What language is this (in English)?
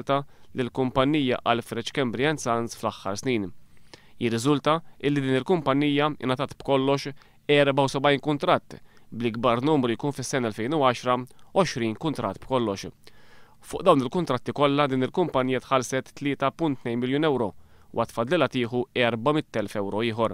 Maltese